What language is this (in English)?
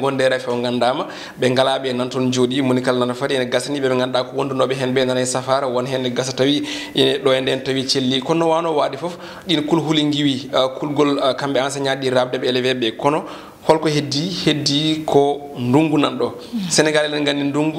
Fula